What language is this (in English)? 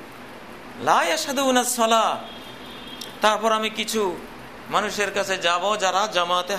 Bangla